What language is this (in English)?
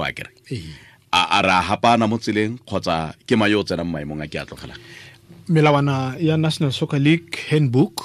Tswana